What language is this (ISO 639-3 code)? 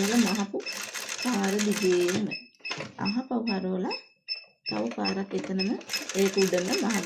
sin